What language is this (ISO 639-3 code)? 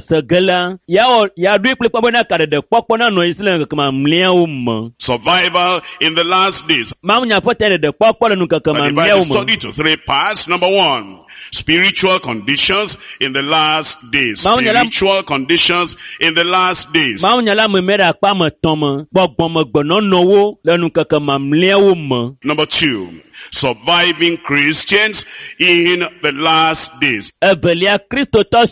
ewe